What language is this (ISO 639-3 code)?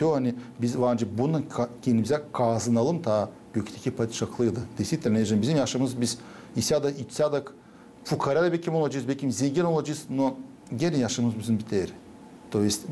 gag